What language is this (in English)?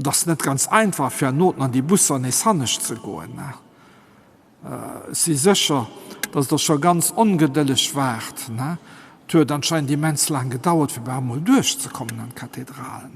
Luxembourgish